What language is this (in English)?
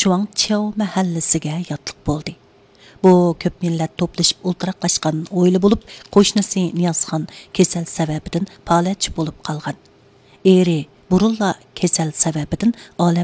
Uyghur